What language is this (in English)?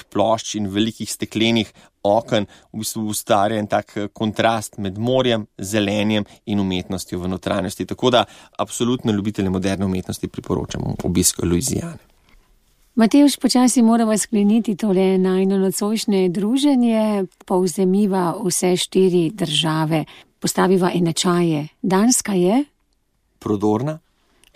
Slovenian